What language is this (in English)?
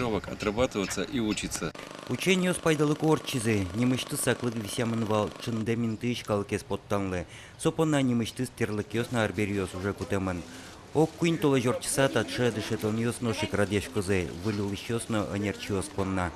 Udmurt